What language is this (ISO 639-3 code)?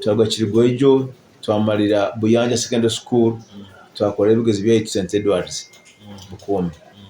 nyo